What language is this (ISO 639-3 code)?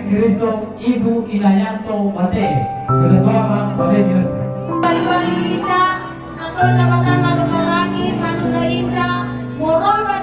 nia